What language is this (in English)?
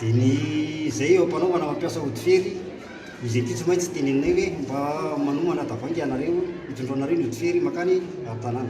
Malagasy